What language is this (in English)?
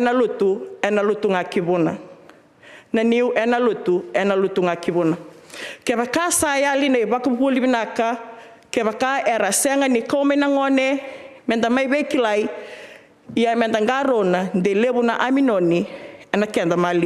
Fijian